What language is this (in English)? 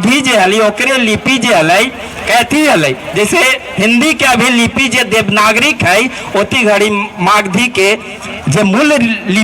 Magahi